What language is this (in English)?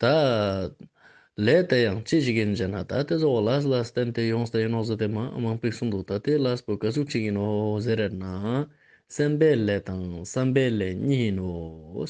Ladakhi